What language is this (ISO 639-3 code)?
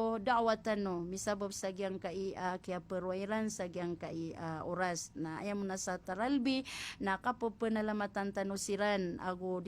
mrw